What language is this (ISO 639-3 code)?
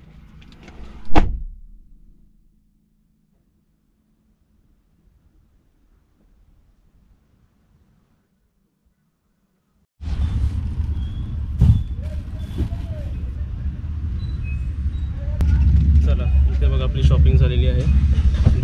mar